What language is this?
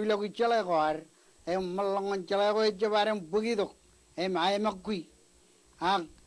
Marshallese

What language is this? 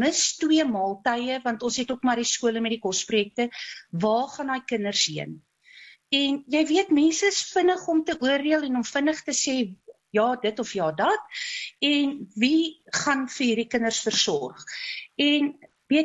Afrikaans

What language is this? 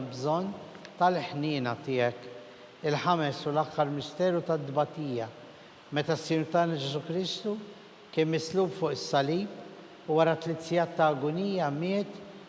Maltese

